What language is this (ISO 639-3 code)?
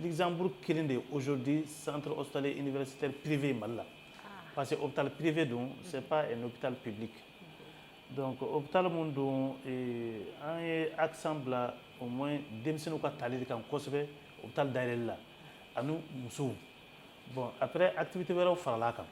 bam